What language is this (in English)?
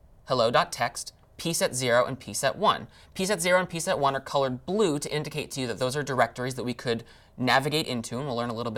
English